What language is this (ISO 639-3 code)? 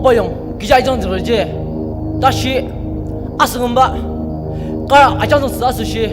njo